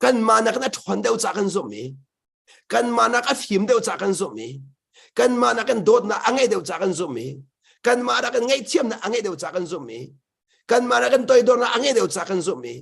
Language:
Hakha Chin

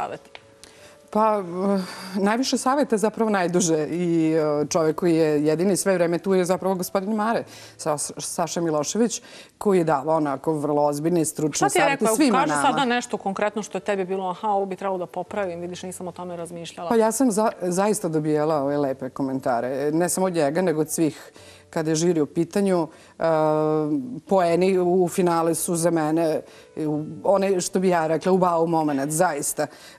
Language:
Serbian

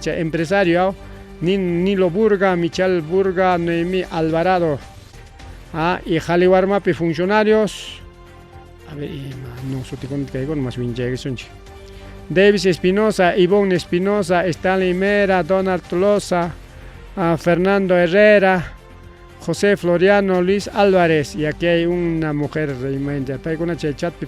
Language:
Ayacucho Quechua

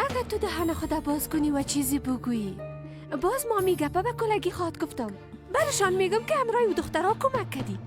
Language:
Persian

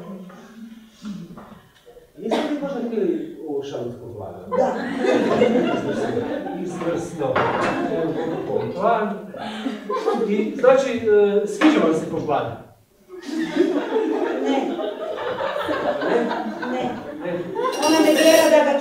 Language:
Croatian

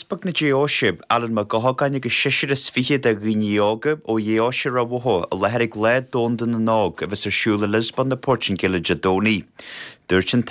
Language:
Irish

